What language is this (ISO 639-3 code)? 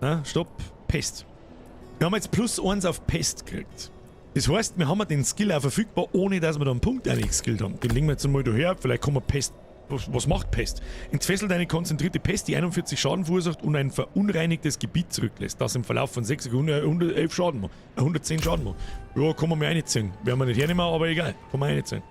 bar